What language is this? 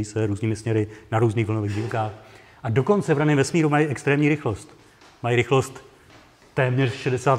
Czech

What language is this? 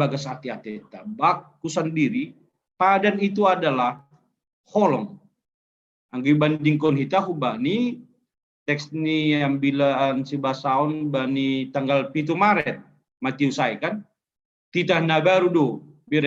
Batak Simalungun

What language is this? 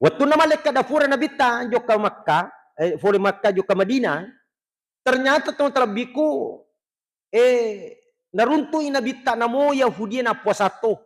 Buginese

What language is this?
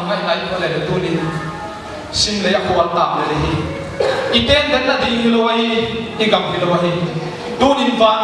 Paite Chin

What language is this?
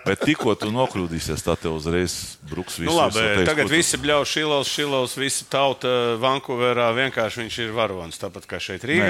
Latvian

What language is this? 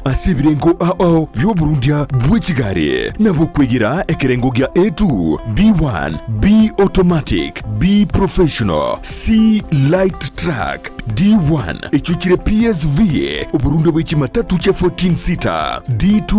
Gusii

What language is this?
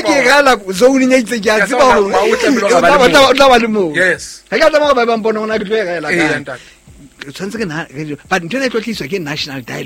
Southern Sotho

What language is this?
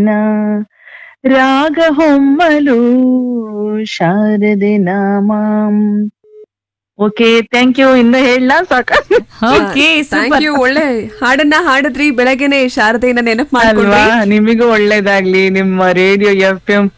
Kannada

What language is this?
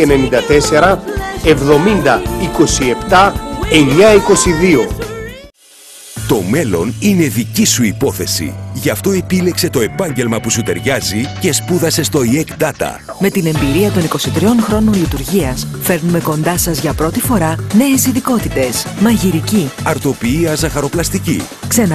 Greek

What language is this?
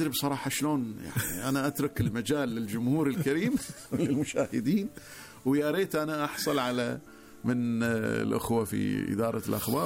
Gulf Arabic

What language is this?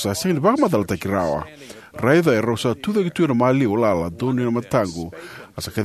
Fijian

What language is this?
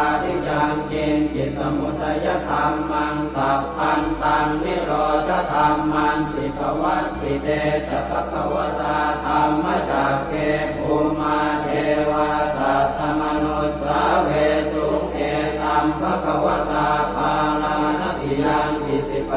Pali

